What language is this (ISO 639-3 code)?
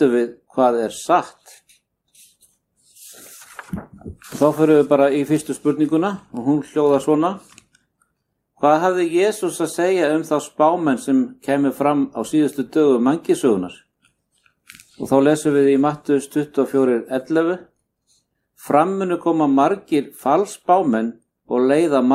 isl